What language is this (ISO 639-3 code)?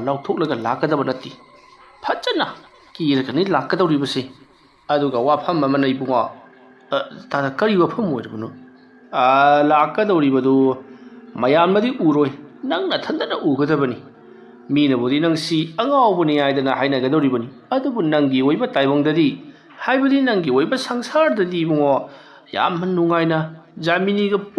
mni